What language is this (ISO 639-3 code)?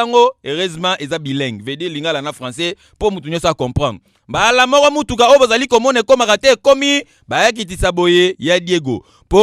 lin